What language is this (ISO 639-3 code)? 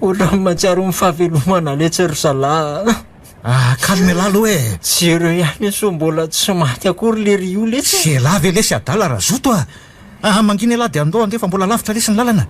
mlg